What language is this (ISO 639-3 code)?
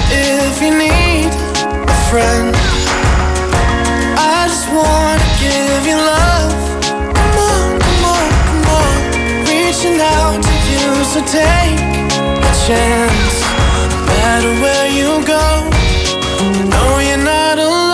eng